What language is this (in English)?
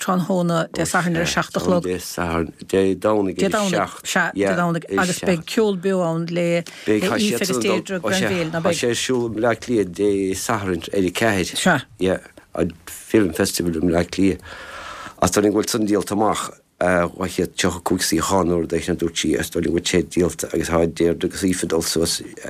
Irish